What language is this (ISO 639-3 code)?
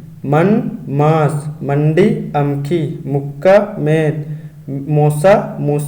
kru